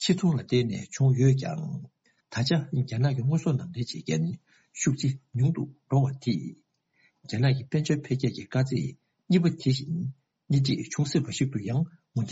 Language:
Tibetan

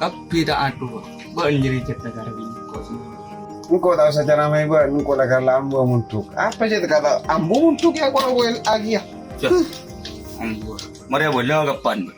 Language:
Madurese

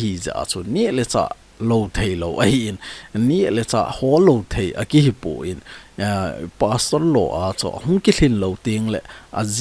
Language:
Thado Chin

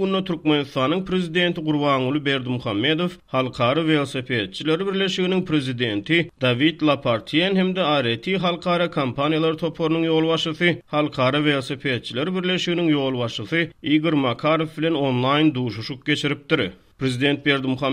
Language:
Turkmen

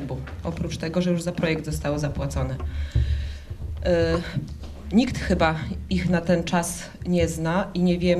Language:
Polish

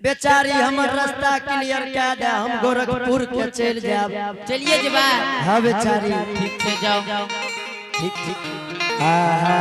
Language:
Angika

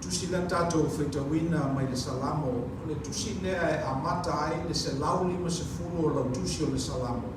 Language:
Samoan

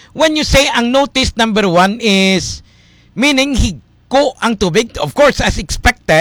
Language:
Hiligaynon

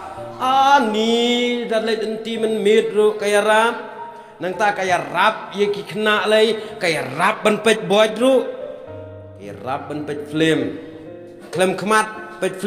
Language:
Khasi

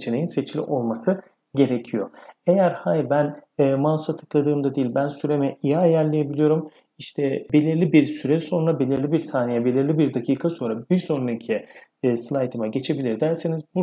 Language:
Turkish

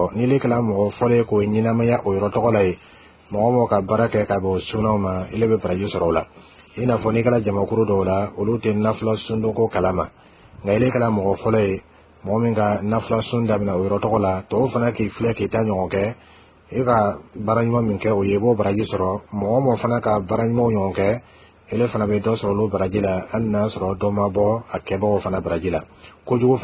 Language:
Bambara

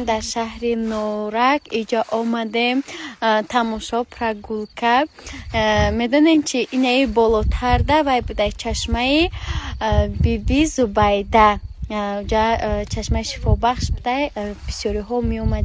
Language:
Tajik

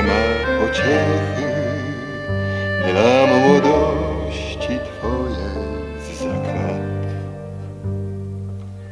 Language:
Polish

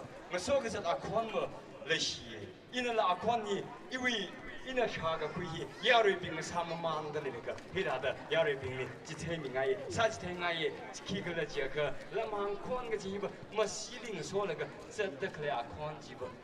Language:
Tangkhul Naga (India)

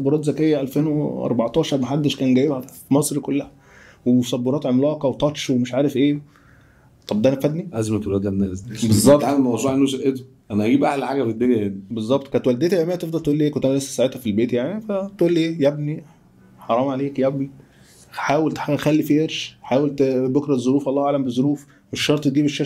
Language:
Egyptian Arabic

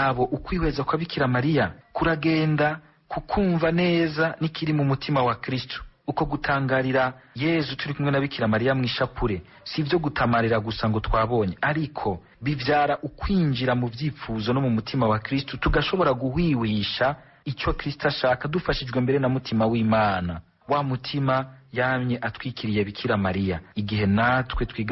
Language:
Rundi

